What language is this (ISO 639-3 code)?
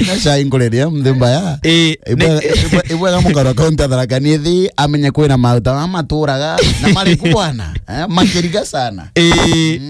mer